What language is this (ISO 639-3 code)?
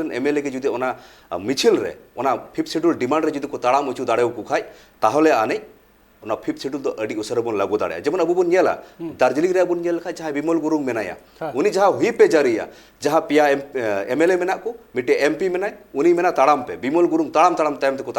sat